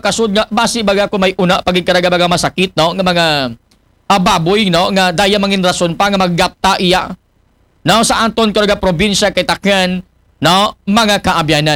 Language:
Aklanon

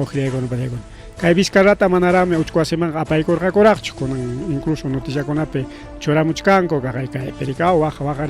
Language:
Ayacucho Quechua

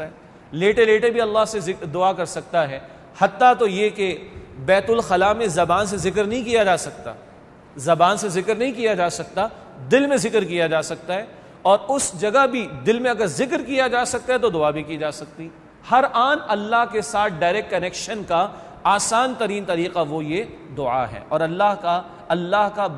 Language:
Urdu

